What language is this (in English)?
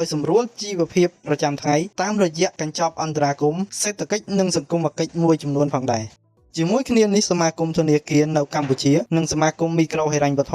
Khmer